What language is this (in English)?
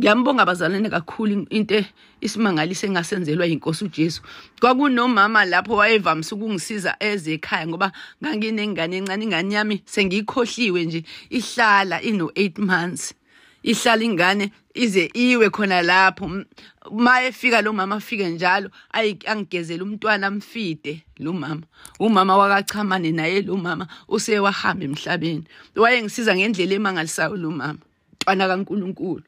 Zulu